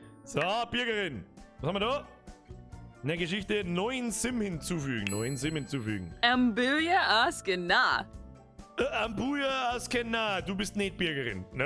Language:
Bavarian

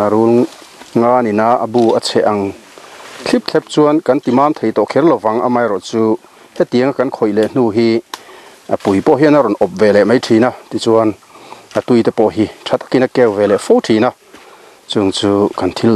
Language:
Mizo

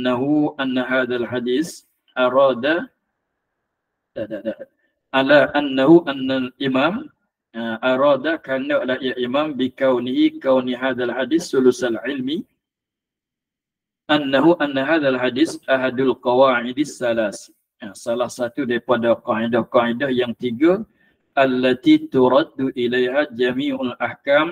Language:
Malay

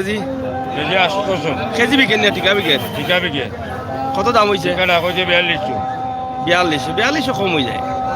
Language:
Sylheti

